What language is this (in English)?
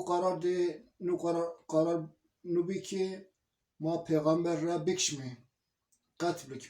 Zaza